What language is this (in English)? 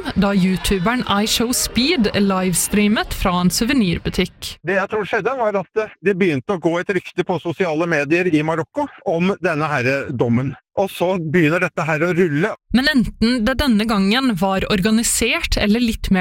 Norwegian